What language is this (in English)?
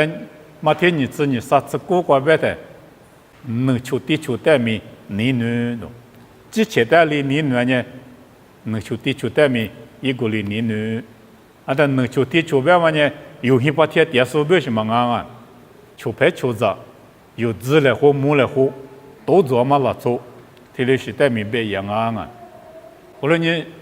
Lisu